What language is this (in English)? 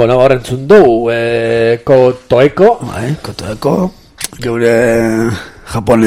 Basque